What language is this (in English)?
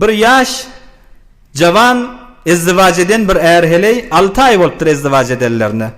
Turkmen